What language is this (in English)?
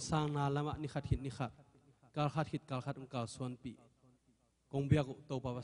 Tedim Chin